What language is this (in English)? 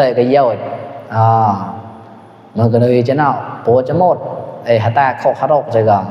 Mon